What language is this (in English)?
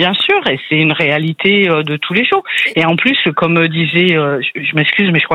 French